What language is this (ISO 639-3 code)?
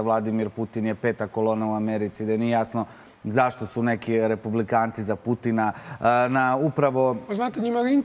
srp